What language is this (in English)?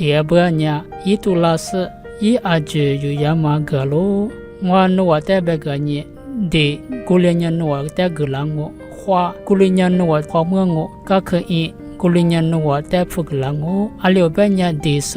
Lisu